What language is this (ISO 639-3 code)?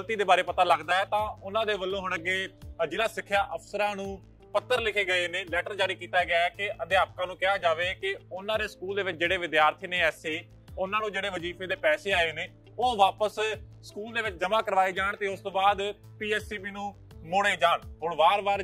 pan